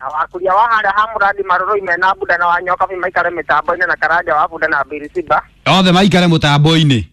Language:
Kikuyu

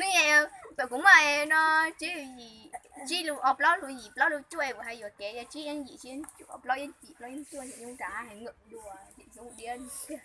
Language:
Hmong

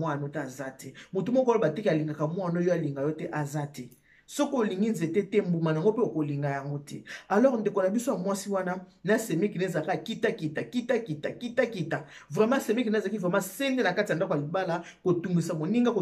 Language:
Lingala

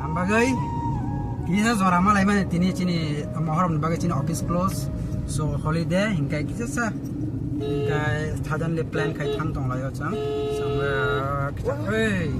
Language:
Kok Borok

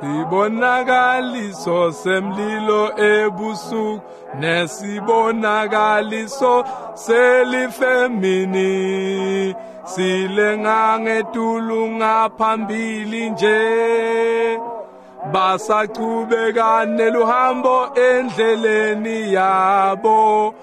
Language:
Swati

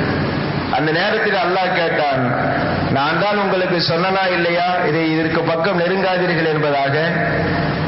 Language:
Tamil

